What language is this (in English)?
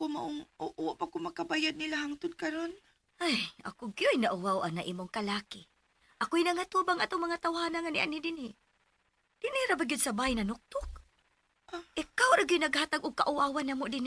Cebuano